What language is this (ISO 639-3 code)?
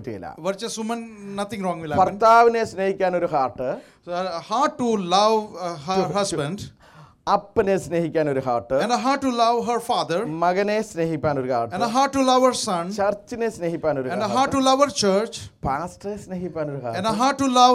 mal